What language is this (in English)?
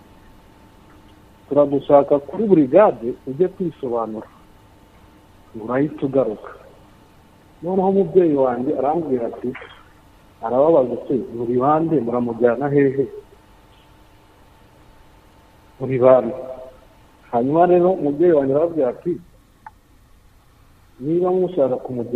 Kinyarwanda